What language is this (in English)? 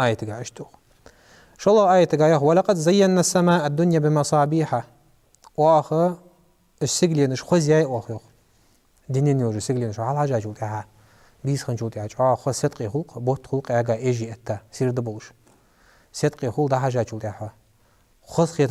Ingush